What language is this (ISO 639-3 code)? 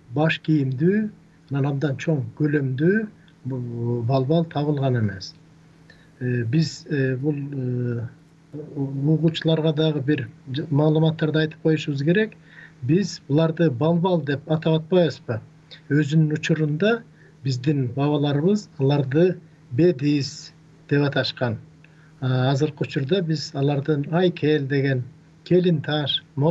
kir